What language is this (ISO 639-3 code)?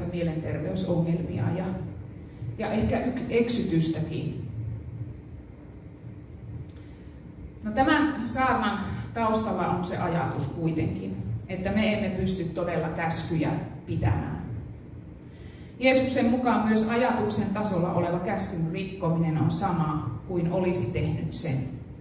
fin